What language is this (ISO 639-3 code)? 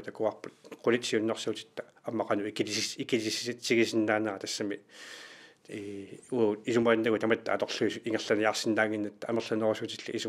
kal